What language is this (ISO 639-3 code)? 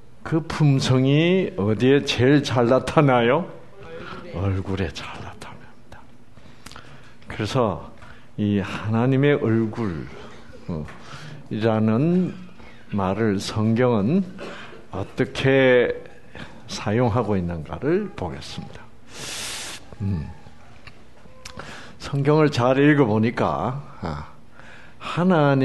kor